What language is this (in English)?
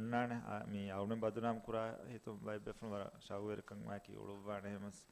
Divehi